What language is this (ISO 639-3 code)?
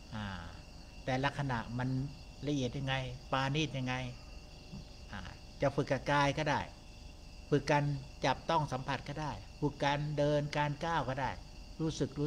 tha